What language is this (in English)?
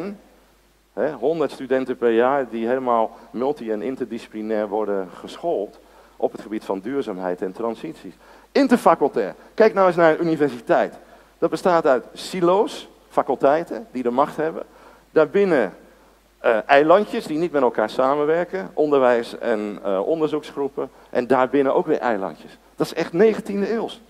Dutch